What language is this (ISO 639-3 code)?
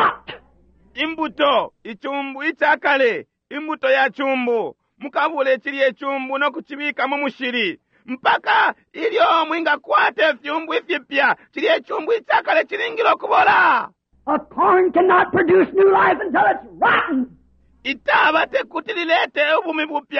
bem